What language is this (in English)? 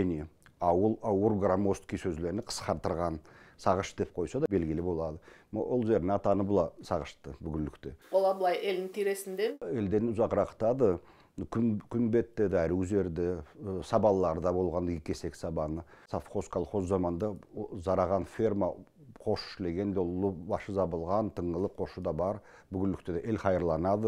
Karachay-Balkar